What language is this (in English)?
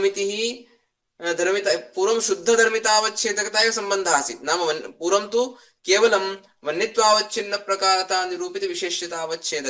Sanskrit